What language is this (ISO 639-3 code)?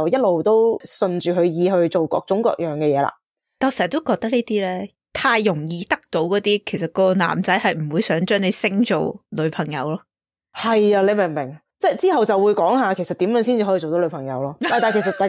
yue